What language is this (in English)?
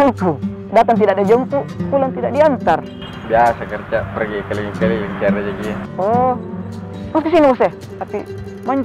Makassar Malay